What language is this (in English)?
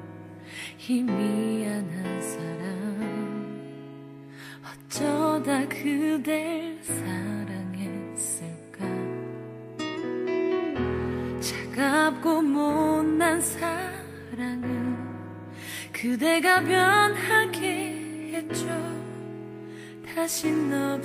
Korean